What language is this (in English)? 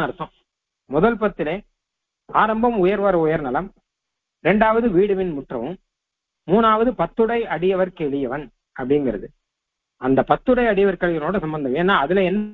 Tamil